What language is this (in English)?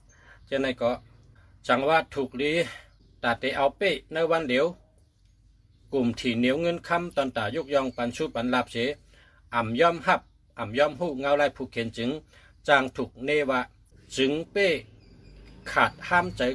Shan